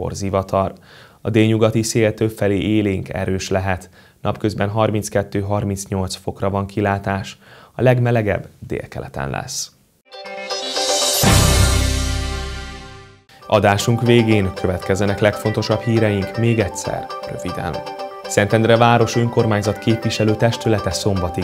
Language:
Hungarian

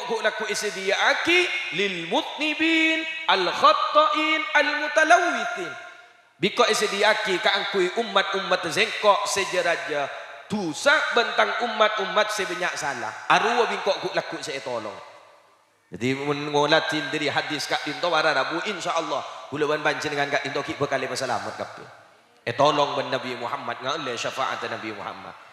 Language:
Madurese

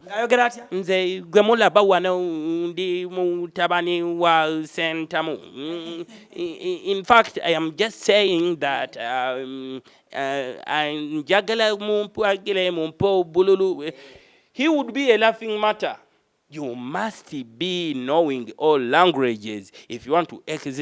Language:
Ganda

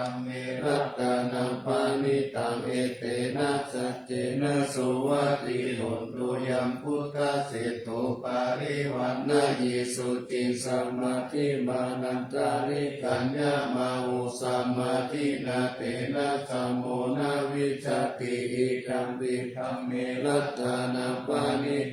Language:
Pali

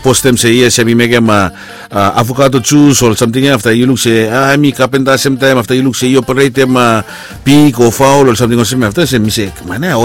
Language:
Bislama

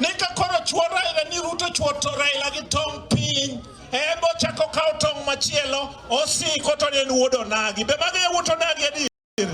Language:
Luo (Kenya and Tanzania)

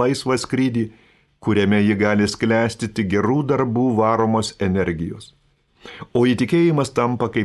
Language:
Lithuanian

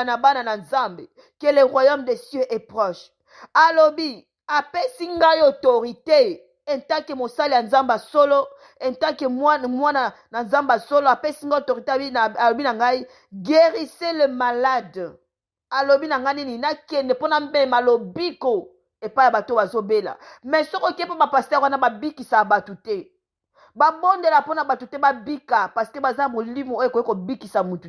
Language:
Lingala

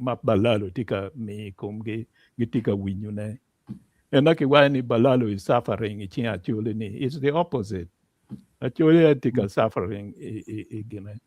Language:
Acoli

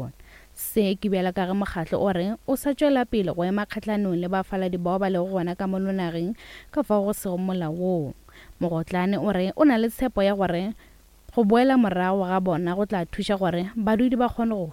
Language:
Northern Sotho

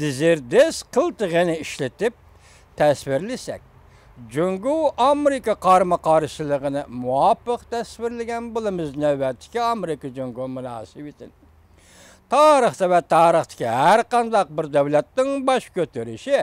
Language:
Uyghur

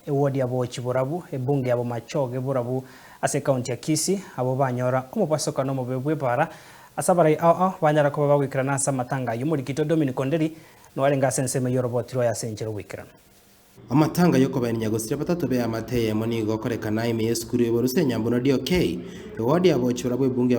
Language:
Gusii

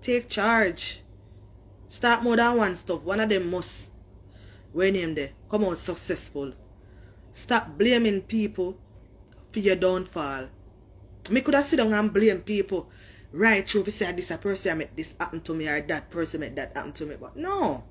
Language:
Jamaican Creole English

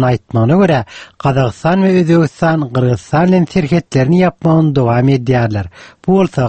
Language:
Turkmen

